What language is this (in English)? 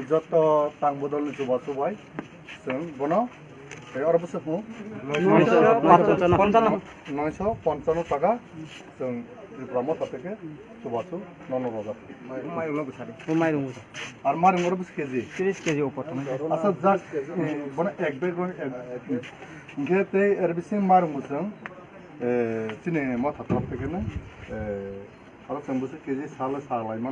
Kok Borok